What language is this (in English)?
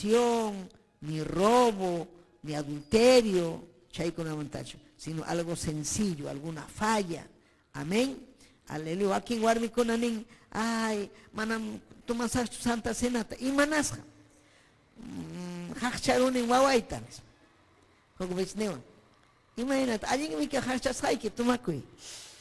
Ayacucho Quechua